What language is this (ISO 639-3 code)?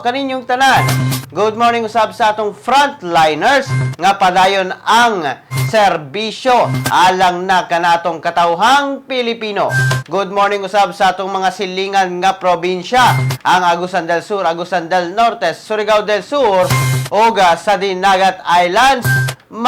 ceb